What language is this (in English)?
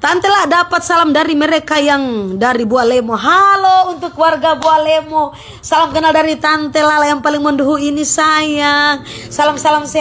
Manado Malay